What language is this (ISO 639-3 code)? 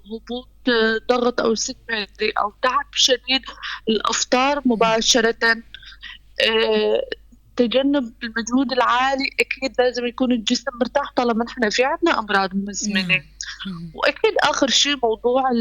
apc